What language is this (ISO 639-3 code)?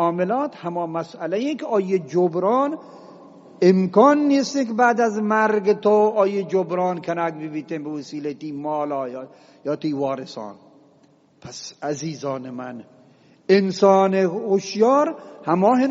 bgp